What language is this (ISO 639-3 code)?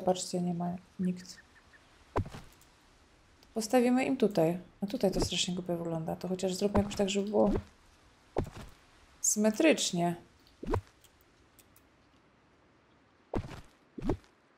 pol